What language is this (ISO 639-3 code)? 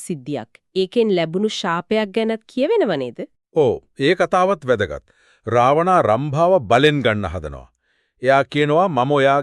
sin